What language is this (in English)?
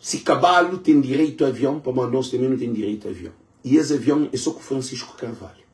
Kabuverdianu